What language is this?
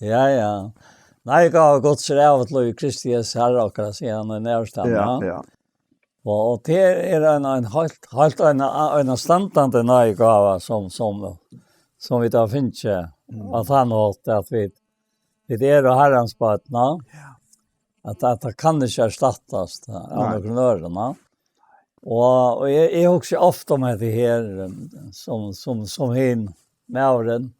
Faroese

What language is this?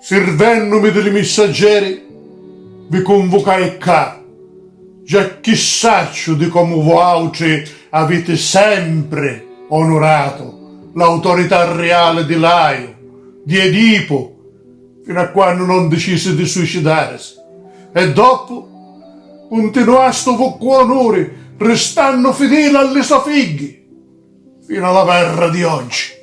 Sicilian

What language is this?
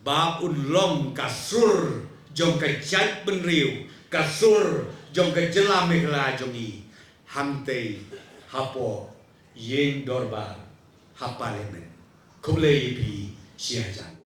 Khasi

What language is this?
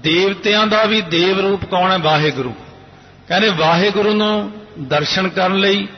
Punjabi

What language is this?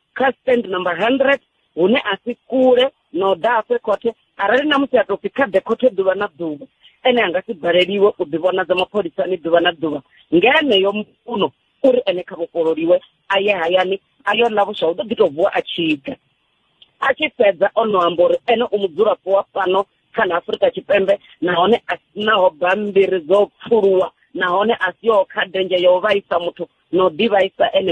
Venda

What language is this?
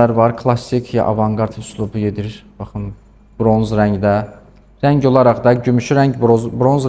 Azerbaijani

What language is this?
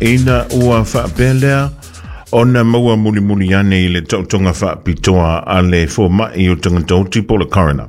Samoan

